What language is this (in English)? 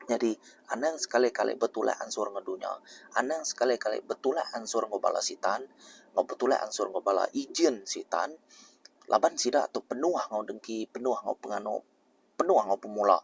Iban